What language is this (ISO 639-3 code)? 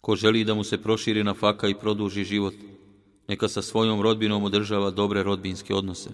bos